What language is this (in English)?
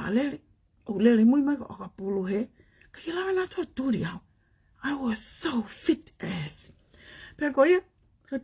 Tongan